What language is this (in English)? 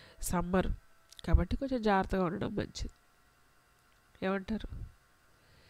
Telugu